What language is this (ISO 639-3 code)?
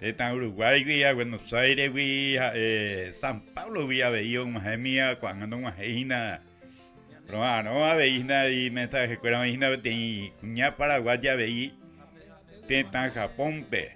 grn